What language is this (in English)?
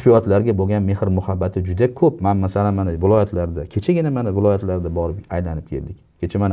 Uzbek